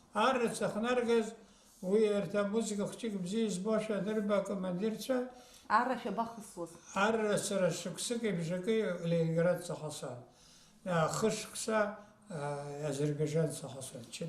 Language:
Abkhazian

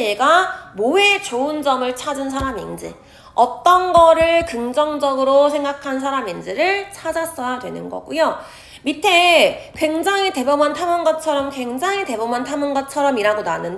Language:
Korean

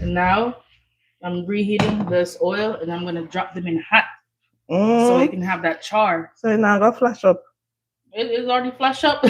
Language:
Jamaican Creole English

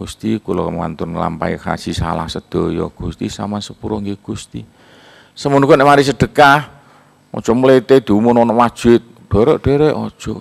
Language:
Javanese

